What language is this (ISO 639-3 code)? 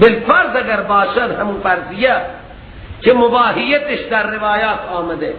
fas